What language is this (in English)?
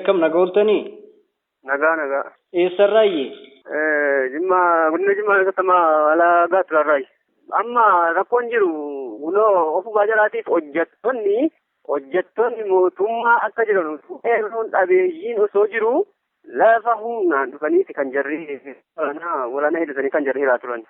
Oromo